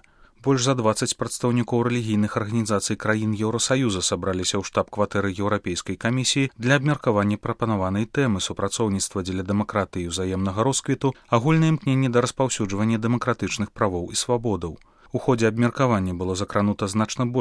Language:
Belarusian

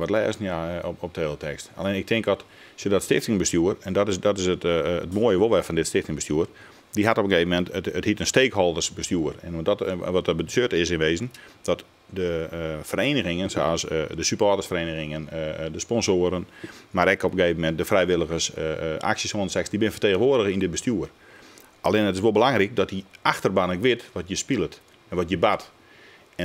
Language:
Western Frisian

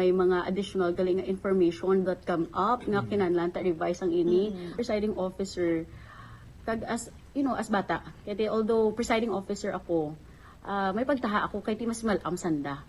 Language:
Hiligaynon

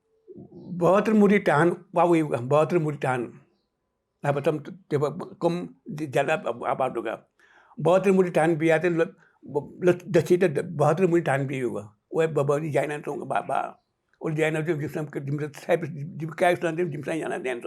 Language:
Newari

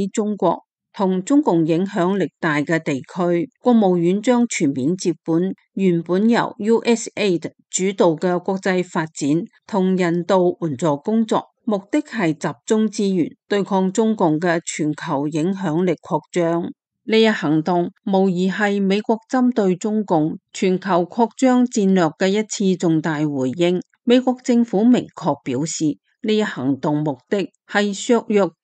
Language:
Cantonese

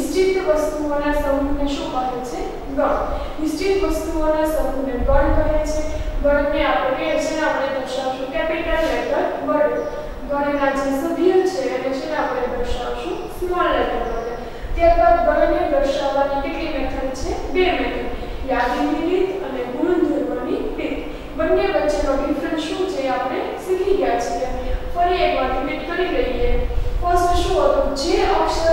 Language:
Gujarati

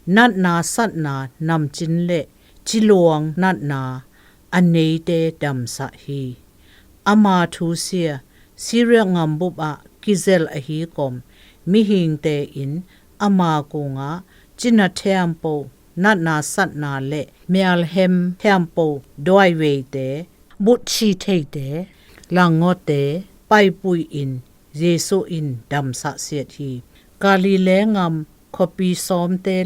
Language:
Zou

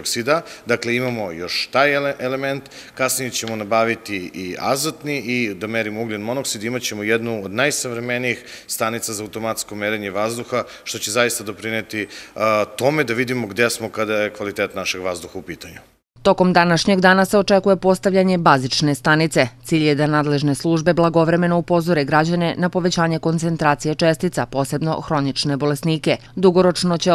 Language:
Serbian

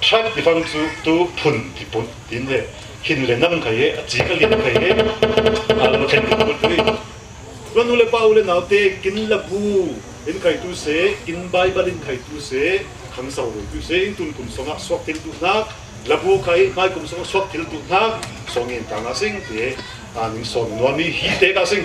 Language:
Falam Chin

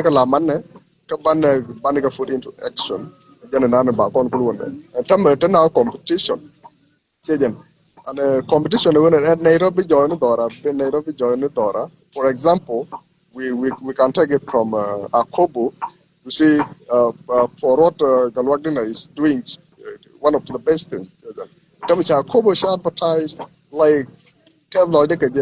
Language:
Nuer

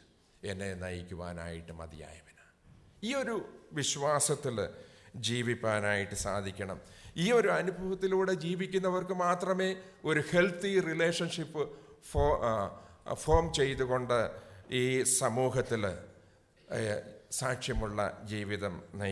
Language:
Malayalam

